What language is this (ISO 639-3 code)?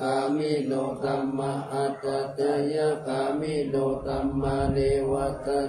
pli